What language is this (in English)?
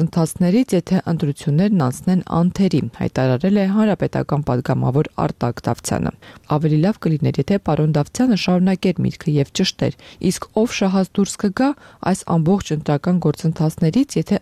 Armenian